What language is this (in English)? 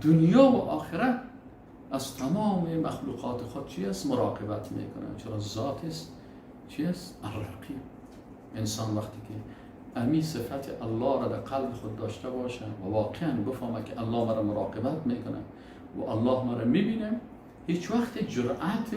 Persian